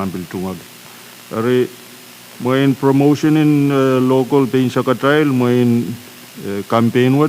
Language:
Pohnpeian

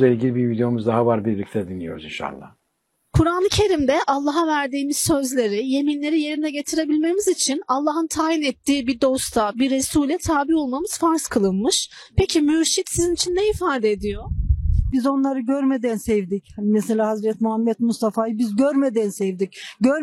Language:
Turkish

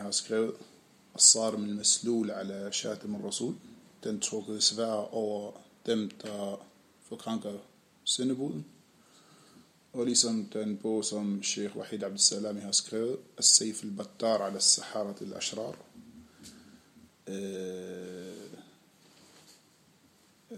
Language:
Danish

